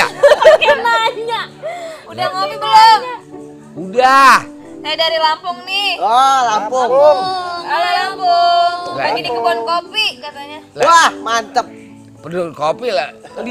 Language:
Betawi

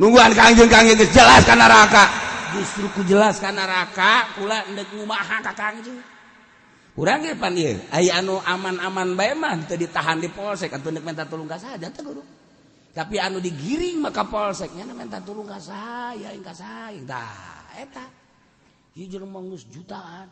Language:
Sundanese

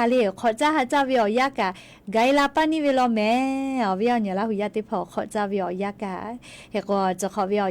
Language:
Lahu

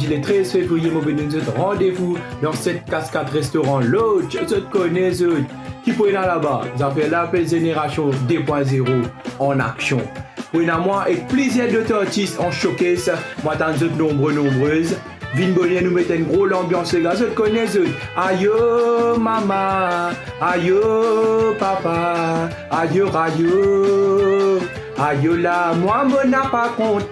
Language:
Morisyen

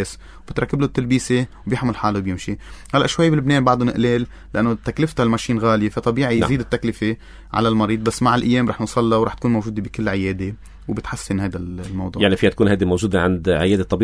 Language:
North Levantine Arabic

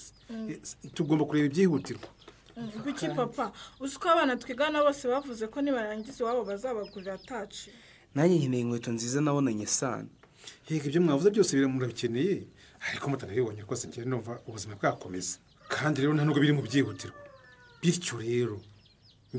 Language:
Kinyarwanda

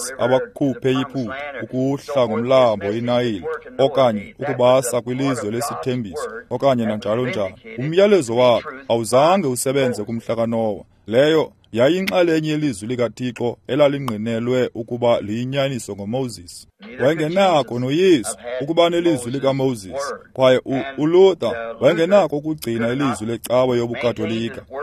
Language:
Xhosa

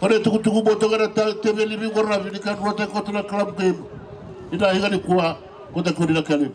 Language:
Fijian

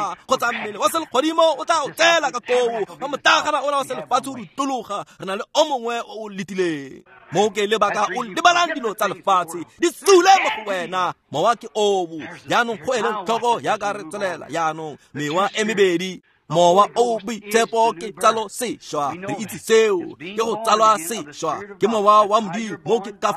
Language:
Tswana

